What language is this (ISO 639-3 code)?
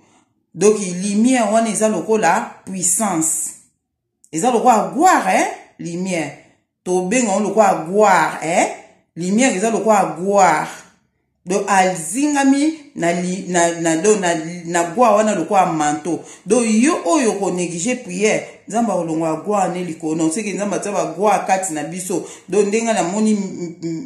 lin